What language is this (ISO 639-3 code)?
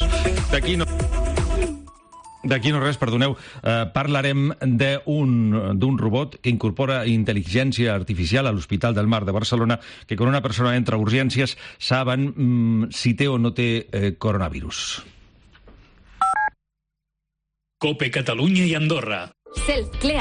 cat